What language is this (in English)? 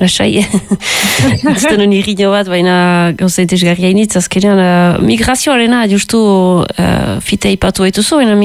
Basque